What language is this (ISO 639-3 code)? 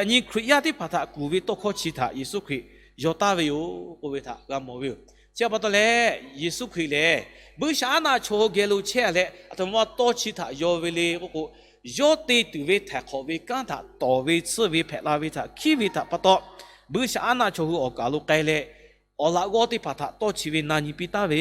lhu